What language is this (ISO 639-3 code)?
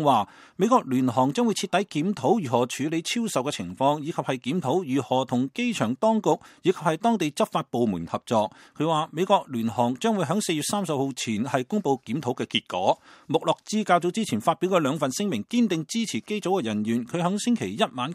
yue